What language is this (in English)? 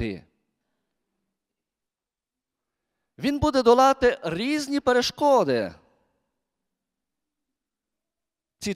Ukrainian